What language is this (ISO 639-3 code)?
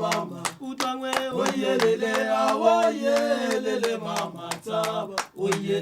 tsn